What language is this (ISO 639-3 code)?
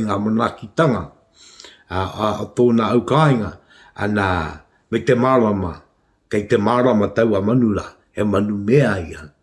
mri